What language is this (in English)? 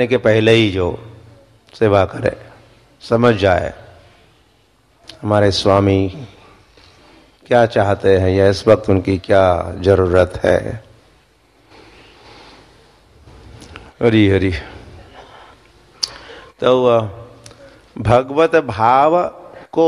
Hindi